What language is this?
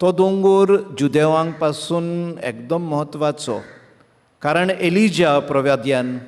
Konkani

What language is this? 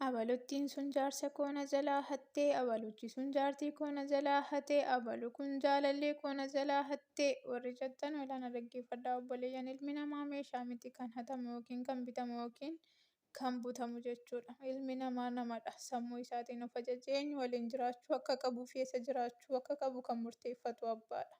Oromo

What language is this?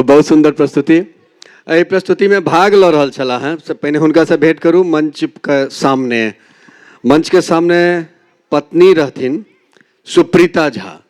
Maithili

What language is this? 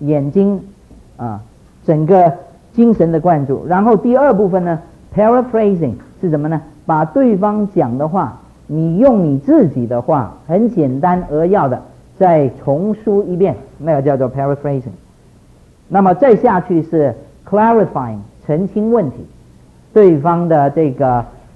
Chinese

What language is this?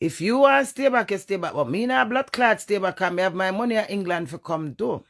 Jamaican Creole English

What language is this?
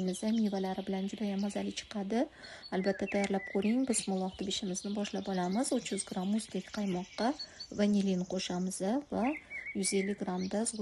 Uzbek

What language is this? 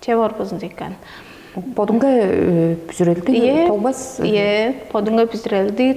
Tuvinian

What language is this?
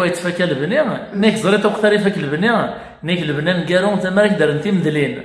Kabyle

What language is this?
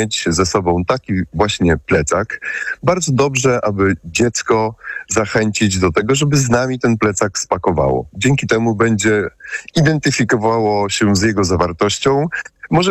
Polish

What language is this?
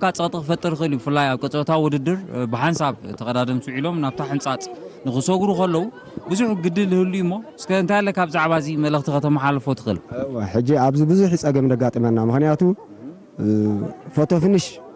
Tigrinya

